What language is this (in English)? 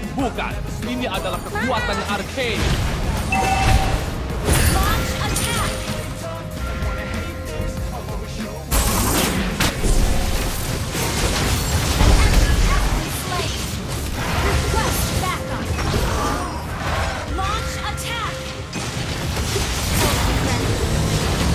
Indonesian